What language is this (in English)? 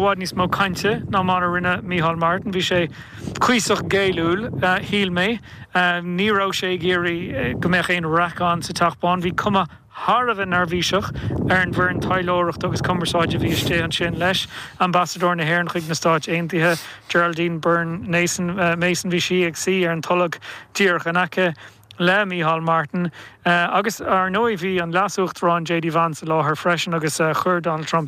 Irish